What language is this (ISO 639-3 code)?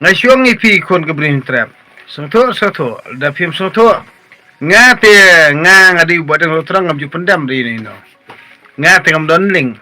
kha